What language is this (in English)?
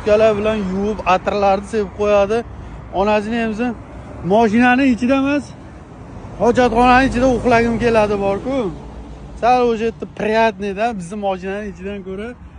Uzbek